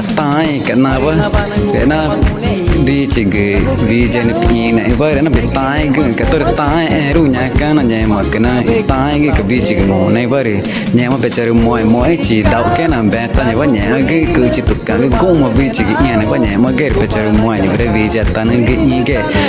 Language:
Ticuna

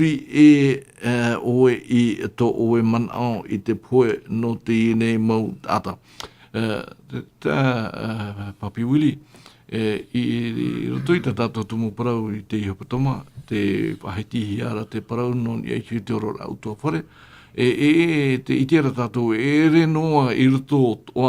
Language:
Tahitian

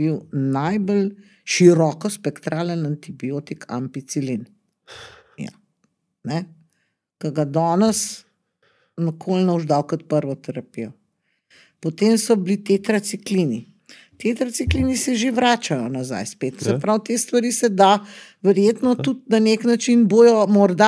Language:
Slovenian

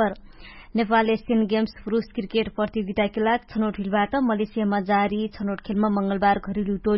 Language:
Dangaura Tharu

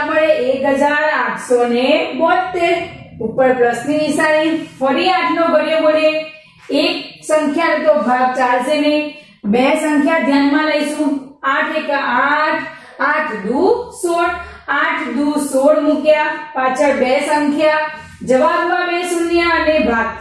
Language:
Gujarati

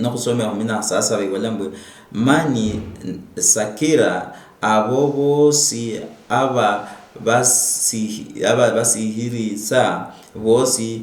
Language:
Luyia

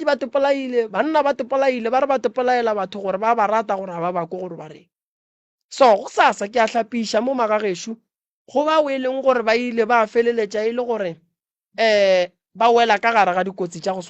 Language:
Northern Sotho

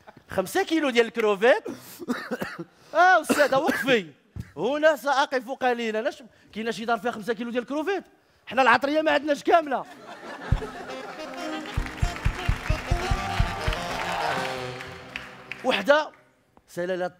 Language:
Moroccan Arabic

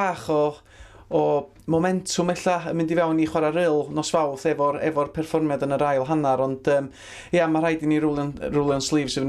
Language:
Welsh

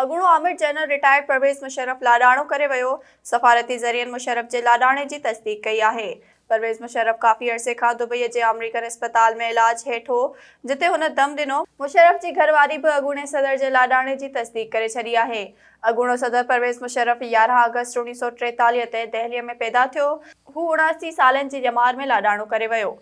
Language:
Sindhi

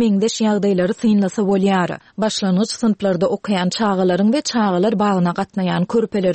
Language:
Turkmen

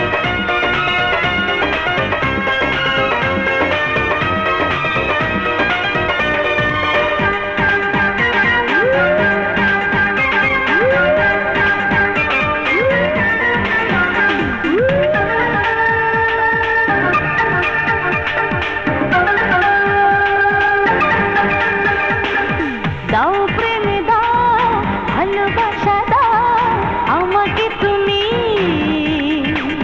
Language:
Bangla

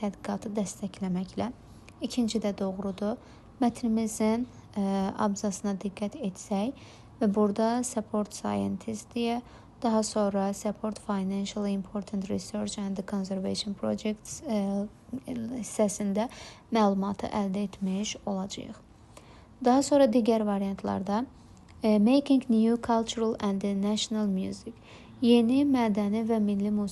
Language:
Azerbaijani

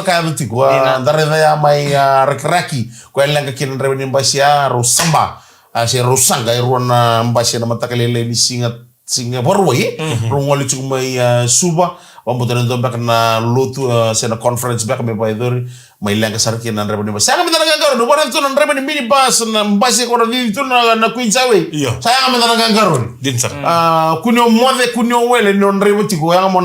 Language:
Fijian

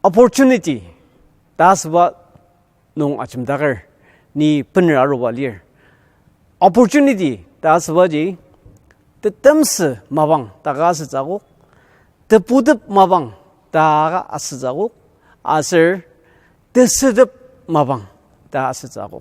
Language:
Ao Naga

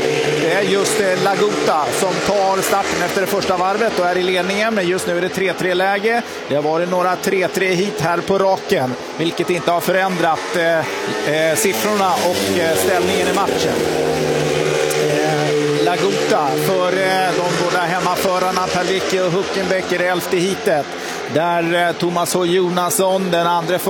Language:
Swedish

